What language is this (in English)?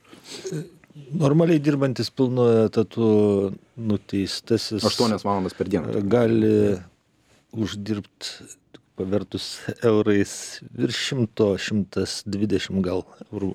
Lithuanian